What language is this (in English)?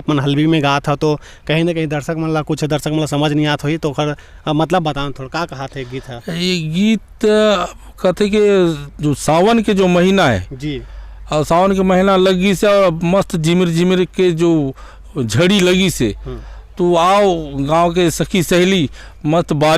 Chhattisgarhi